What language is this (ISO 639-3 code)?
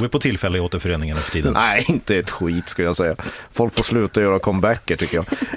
swe